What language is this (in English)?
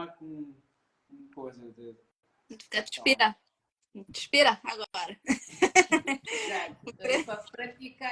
Kabuverdianu